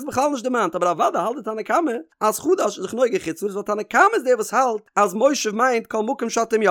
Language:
Yiddish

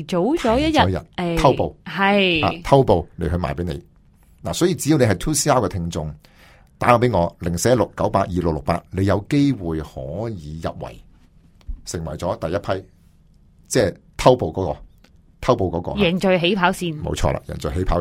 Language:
Cantonese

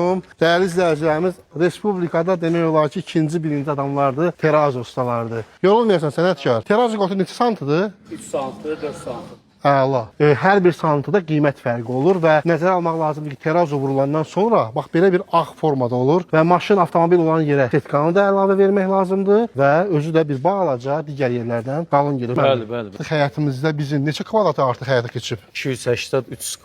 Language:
Azerbaijani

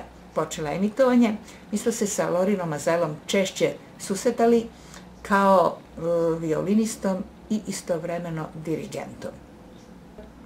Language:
Serbian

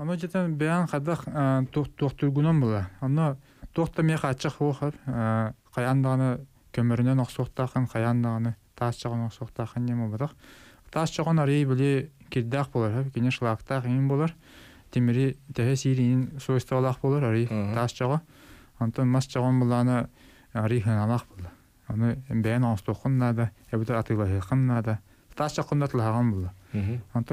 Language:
Yakut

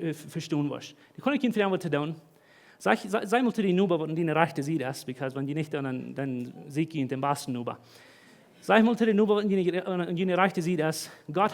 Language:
Plautdietsch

